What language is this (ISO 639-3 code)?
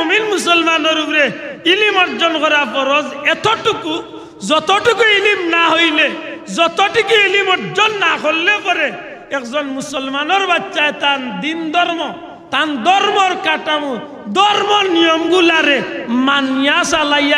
syl